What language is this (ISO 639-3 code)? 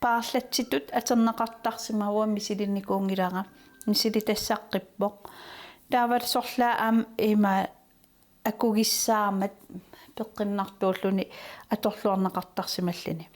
kal